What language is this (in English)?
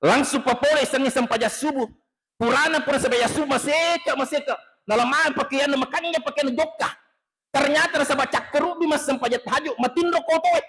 Buginese